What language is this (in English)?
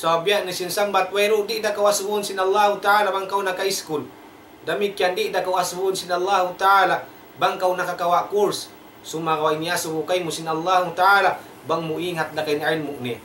Tausug